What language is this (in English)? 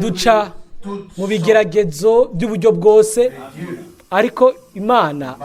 Rundi